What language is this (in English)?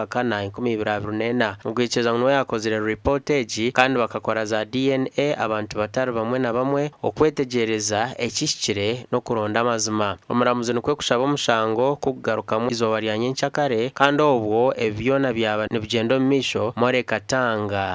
Nyankole